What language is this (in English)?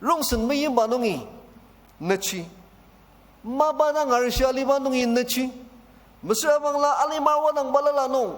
Ao Naga